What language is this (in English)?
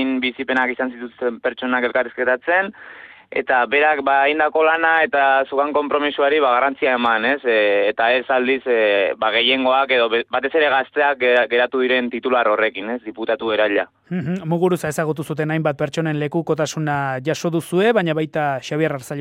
Basque